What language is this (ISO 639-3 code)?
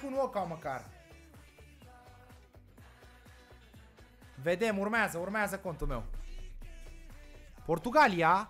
ron